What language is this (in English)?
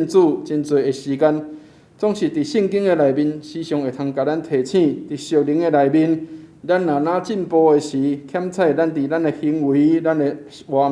Min Nan Chinese